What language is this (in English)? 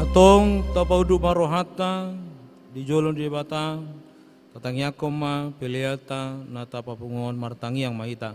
Batak Toba